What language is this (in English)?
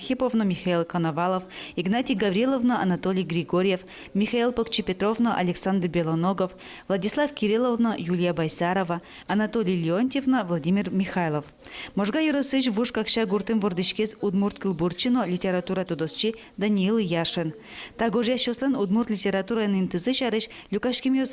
Udmurt